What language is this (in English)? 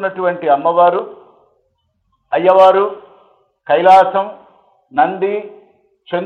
Telugu